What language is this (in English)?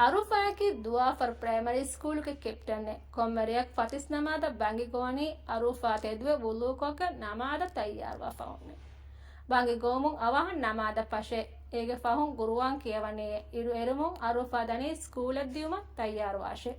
Divehi